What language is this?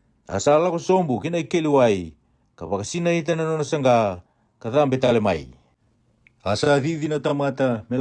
Fijian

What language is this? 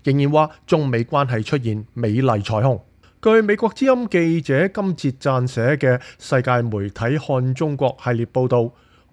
Cantonese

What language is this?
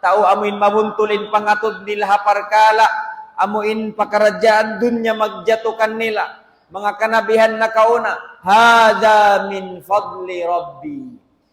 Tausug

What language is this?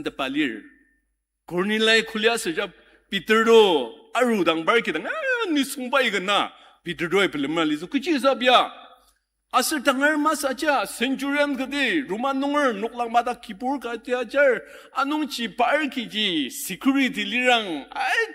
Ao Naga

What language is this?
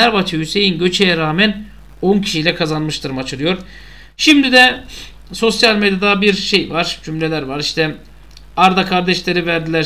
Turkish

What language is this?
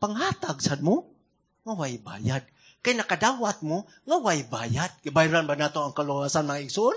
Cebuano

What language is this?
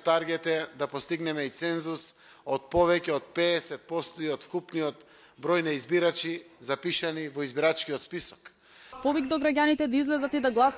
Macedonian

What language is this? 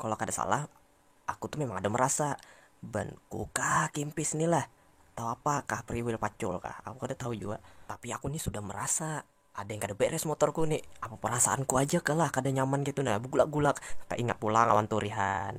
Banjar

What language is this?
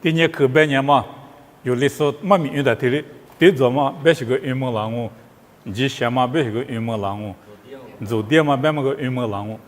Lisu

